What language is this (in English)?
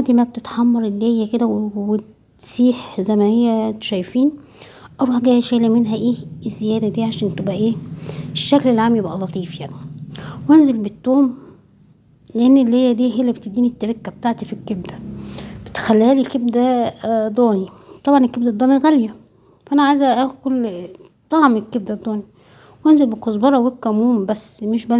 Egyptian Arabic